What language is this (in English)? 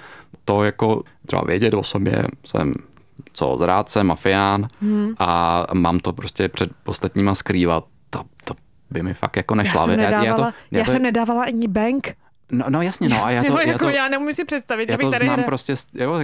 Czech